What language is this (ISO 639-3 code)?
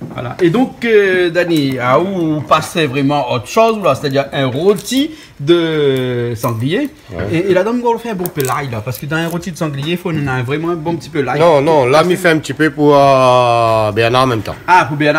rcf